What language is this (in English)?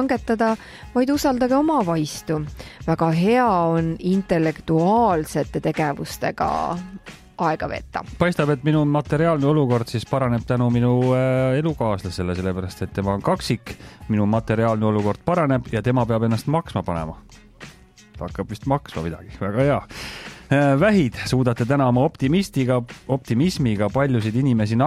Estonian